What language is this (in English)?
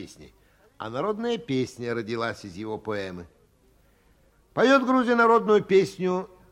Russian